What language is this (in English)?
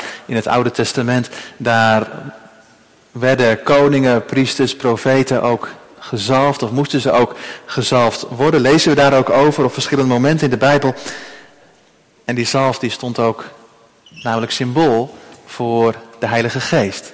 Dutch